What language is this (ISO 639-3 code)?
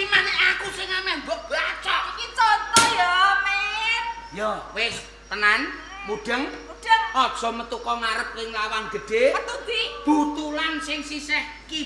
jav